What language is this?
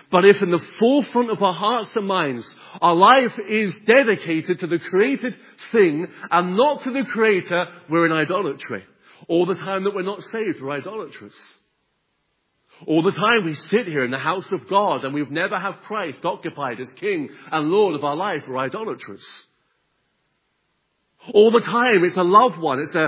English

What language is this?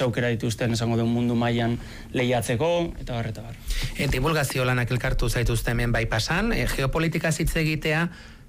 Basque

